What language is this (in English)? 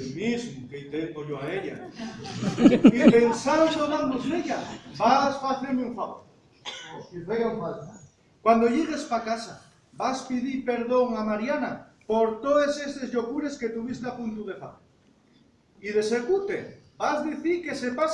Asturian